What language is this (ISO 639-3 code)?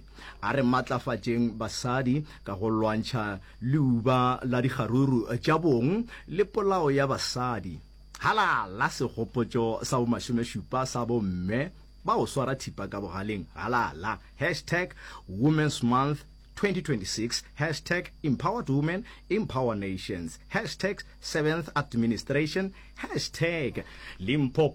nso